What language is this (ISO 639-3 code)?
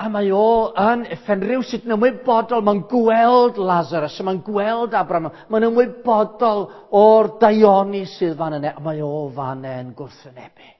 cym